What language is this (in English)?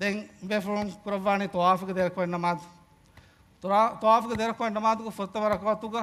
Divehi